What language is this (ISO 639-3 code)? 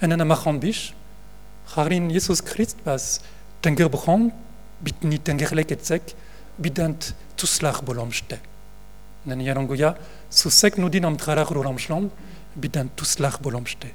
bre